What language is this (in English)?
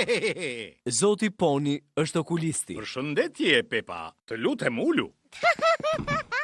Albanian